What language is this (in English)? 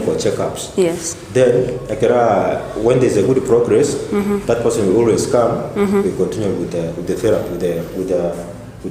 Gusii